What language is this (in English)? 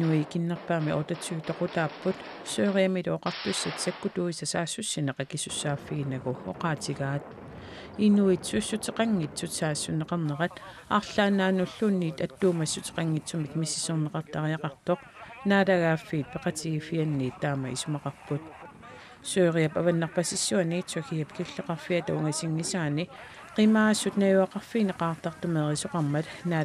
Kalaallisut